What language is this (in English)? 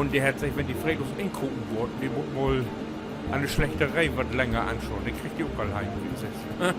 Low German